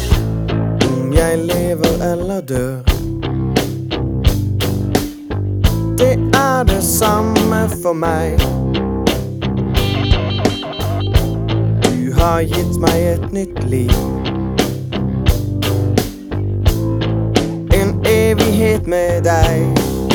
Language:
Norwegian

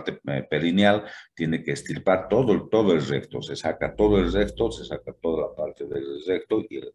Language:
Spanish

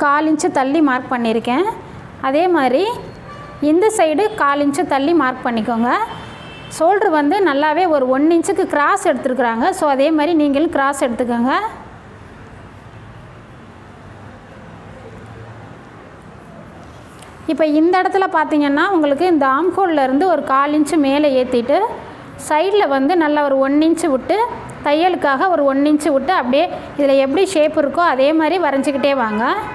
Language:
Tamil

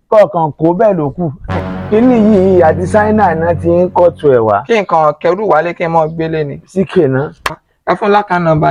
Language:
Yoruba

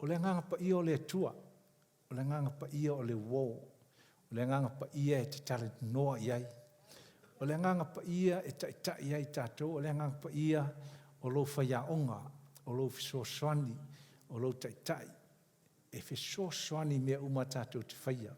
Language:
Samoan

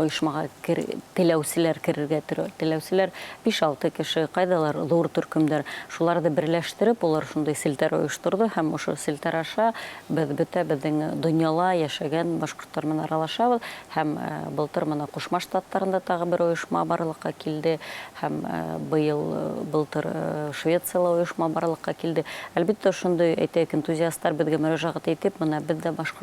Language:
Bashkir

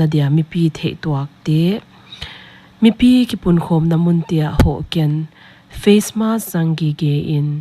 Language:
Paite Chin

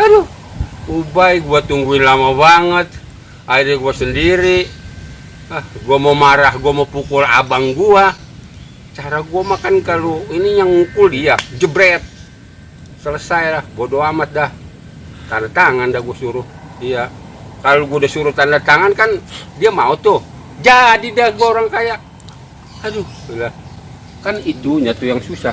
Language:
Betawi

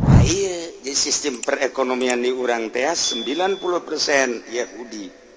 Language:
Sundanese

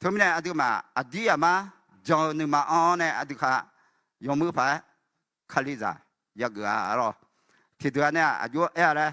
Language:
Akha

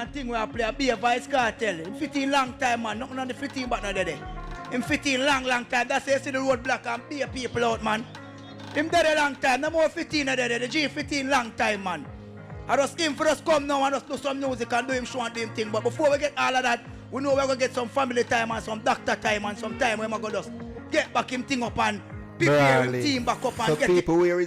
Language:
Jamaican Creole English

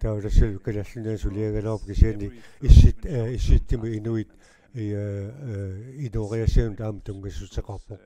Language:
Kalaallisut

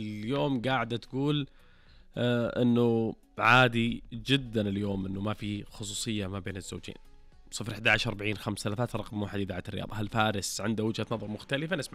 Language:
Najdi Arabic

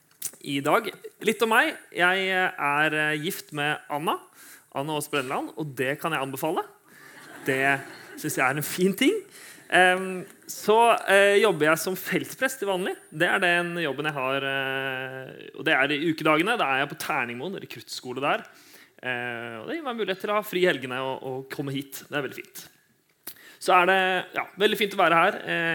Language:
Norwegian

